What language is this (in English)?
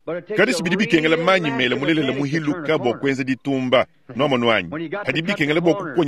Luba-Lulua